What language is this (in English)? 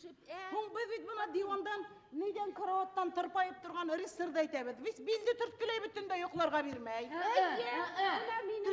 Bashkir